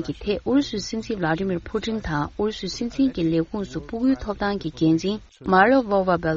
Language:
Tibetan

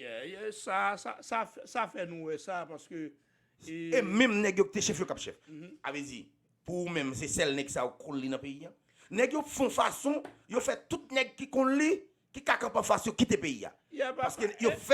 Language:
Haitian Creole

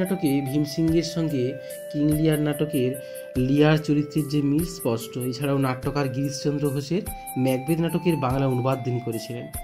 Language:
Bangla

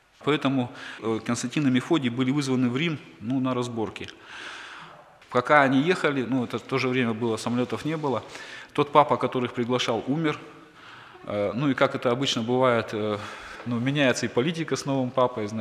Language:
Russian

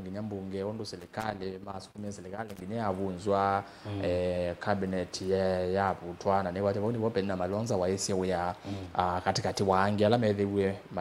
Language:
Kamba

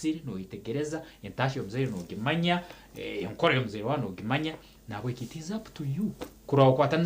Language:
Nyankole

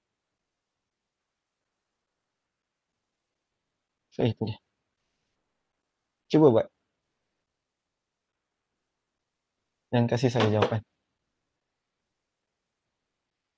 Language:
Malay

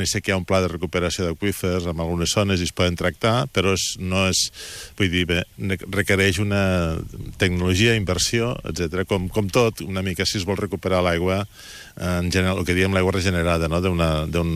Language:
Catalan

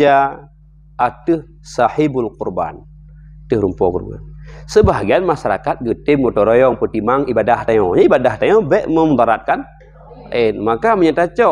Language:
Achinese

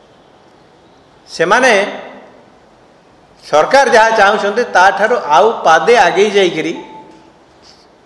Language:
Odia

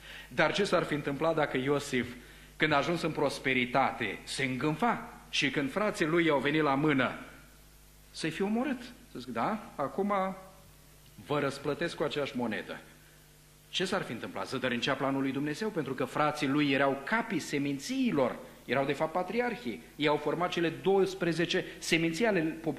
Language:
Romanian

